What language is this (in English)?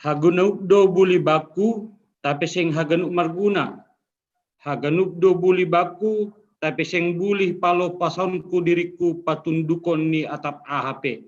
Batak Simalungun